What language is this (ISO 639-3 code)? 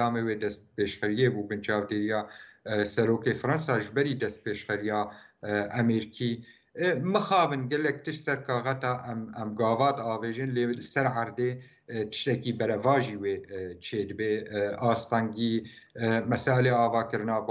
kur